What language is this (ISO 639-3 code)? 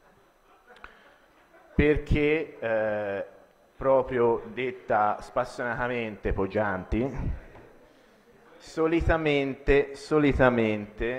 ita